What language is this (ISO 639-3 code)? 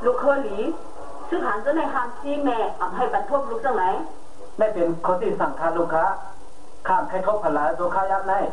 shn